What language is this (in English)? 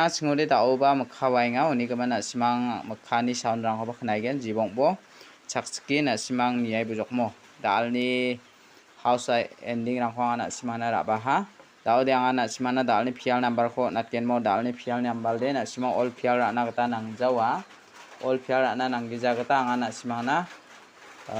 Garo